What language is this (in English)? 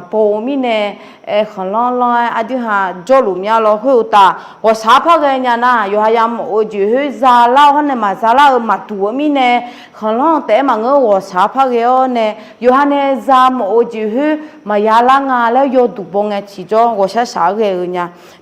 Akha